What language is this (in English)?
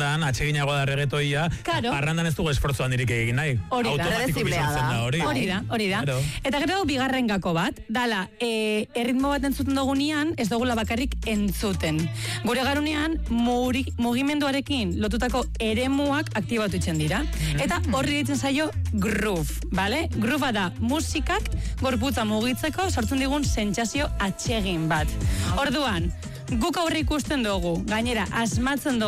Basque